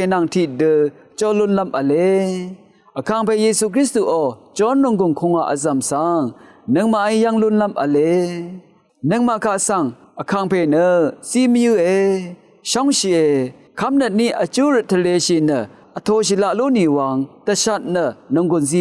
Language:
Rawang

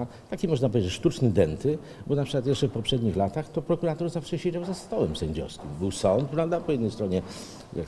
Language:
Polish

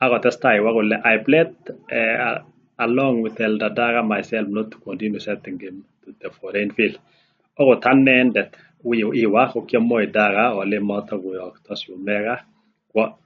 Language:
Kalenjin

